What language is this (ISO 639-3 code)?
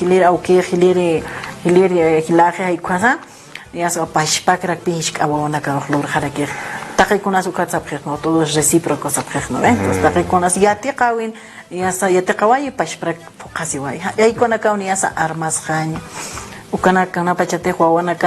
aym